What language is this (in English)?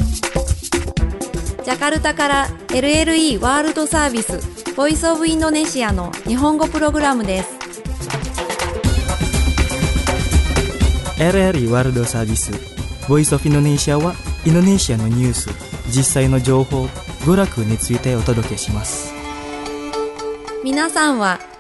Japanese